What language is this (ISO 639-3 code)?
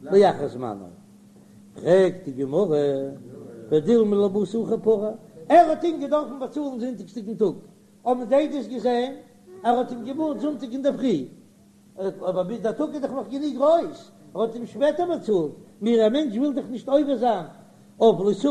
yid